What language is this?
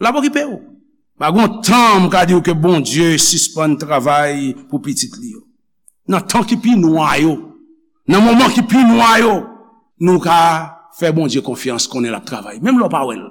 Haitian Creole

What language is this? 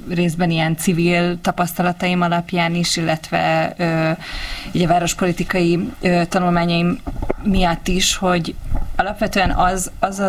Hungarian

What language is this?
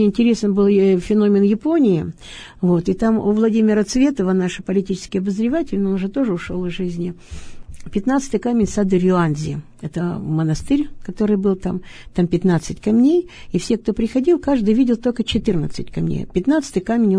Russian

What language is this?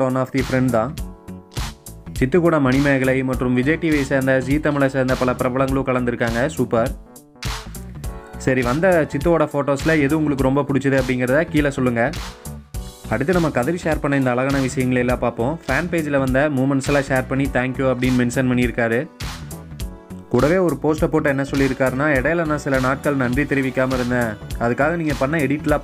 Tamil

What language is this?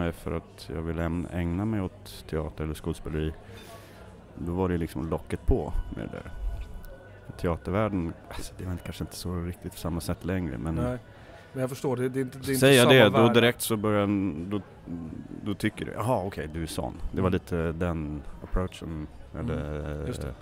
Swedish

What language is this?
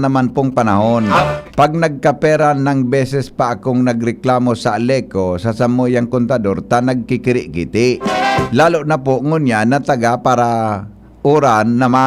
Bikol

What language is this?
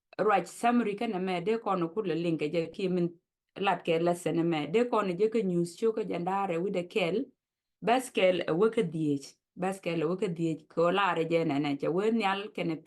Nuer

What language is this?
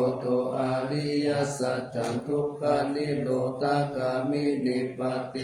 Pali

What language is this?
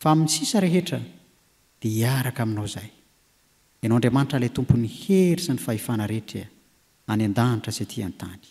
Malagasy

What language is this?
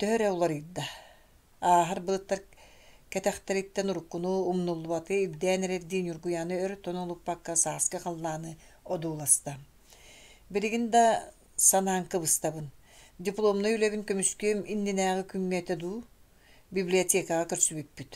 Yakut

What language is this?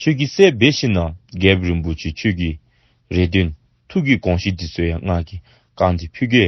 Dzongkha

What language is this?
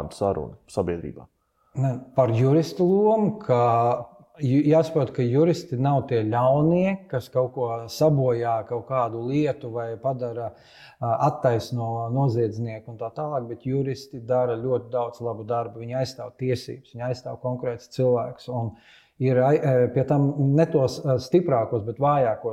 Latvian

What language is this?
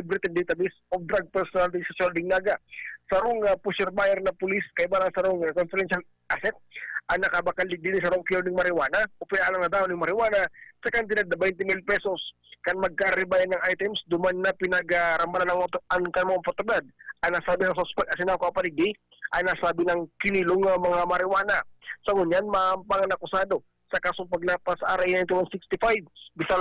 Bikol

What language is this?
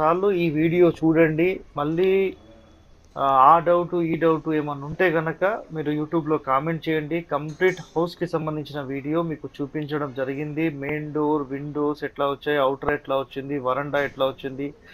Telugu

